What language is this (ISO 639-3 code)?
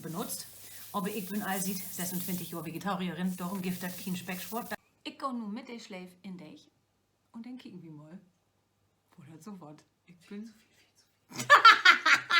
nds